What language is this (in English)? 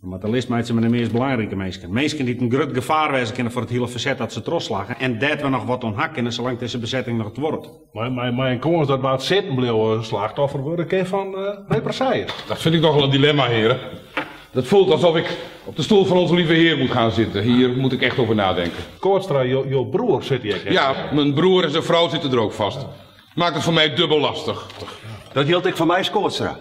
Western Frisian